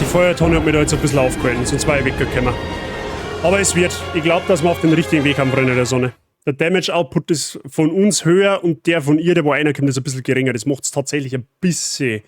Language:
Bavarian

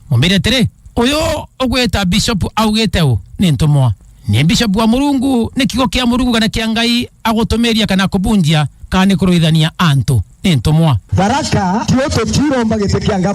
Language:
Meru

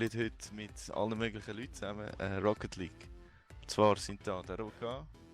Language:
Swiss German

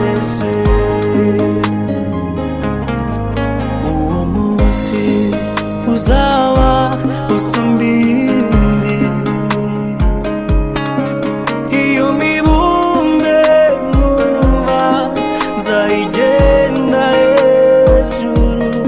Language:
Kinyarwanda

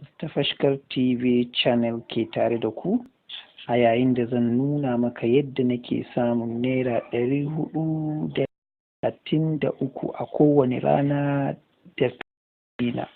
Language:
Hausa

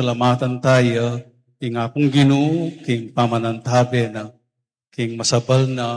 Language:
Pampanga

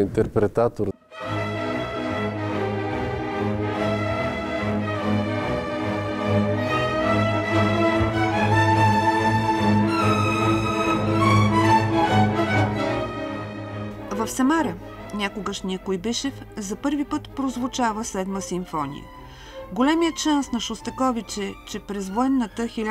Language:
Bulgarian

